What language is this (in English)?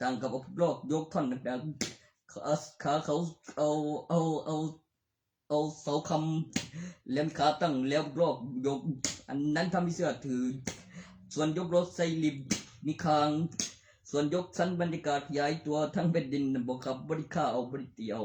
Northeastern Thai